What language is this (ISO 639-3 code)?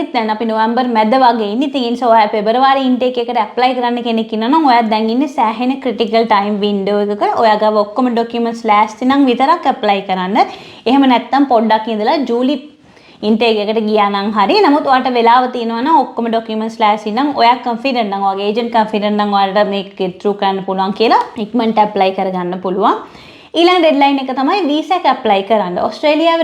sin